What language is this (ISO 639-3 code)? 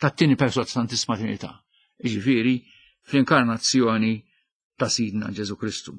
mlt